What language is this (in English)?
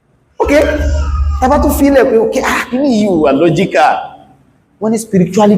Yoruba